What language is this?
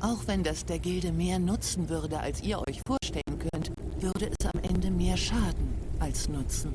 Swiss German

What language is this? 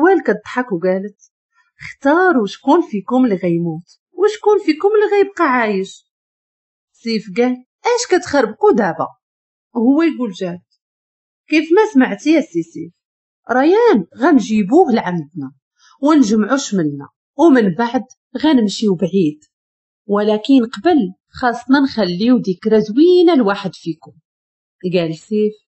Moroccan Arabic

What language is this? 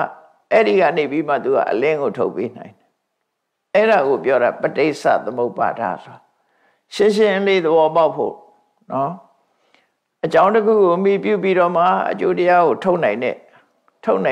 Burmese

